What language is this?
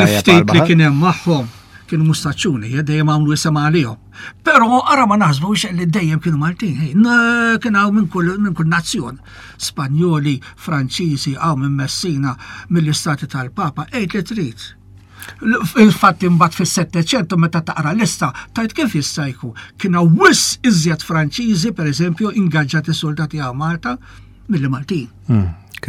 Maltese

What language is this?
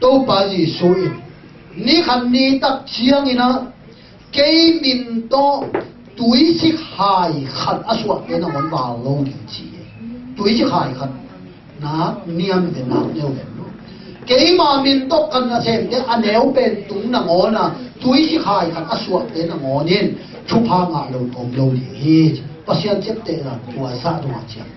Tedim Chin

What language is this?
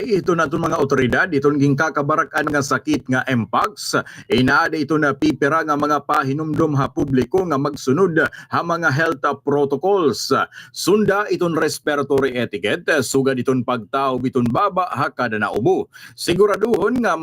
Waray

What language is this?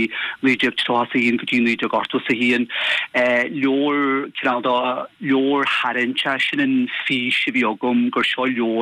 Irish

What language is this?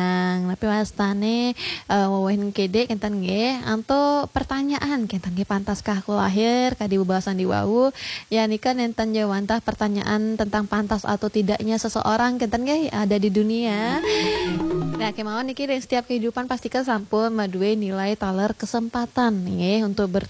Balinese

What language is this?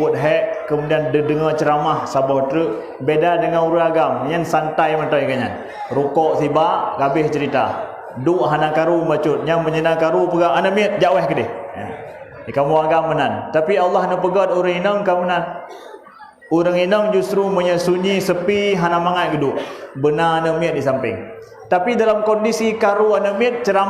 Achinese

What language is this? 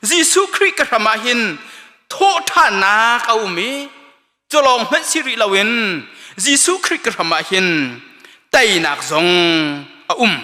Hakha Chin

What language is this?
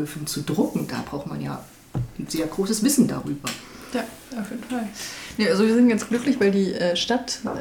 German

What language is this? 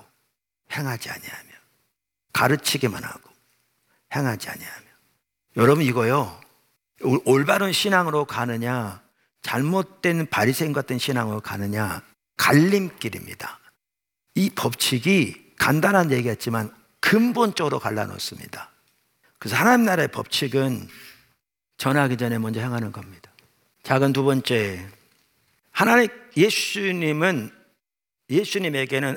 Korean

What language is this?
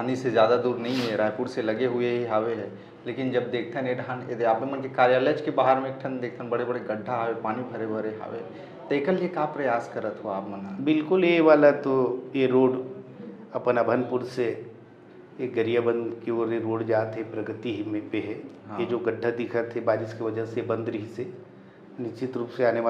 Chhattisgarhi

